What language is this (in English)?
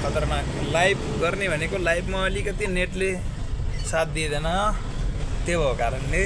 Nepali